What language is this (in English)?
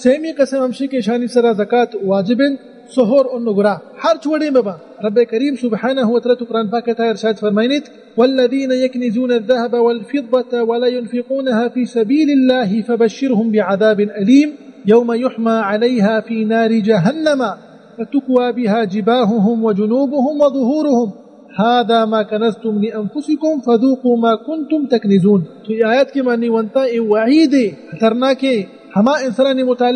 Baluchi